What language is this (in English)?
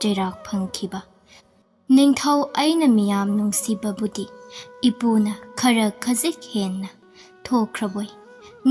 Manipuri